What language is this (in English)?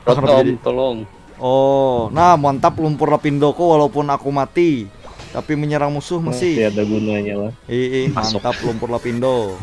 Banjar